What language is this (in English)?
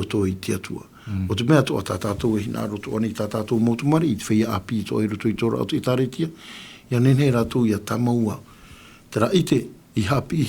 Tahitian